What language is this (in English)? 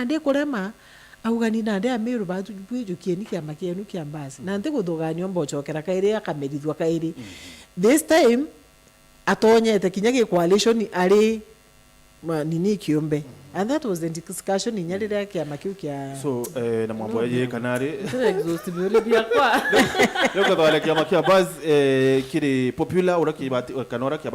Meru